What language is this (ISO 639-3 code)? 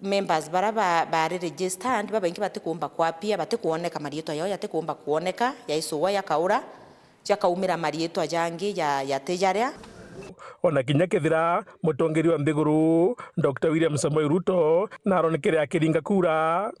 mer